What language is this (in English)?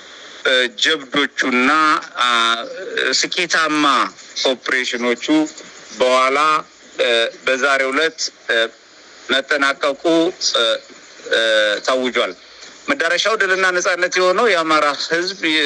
Amharic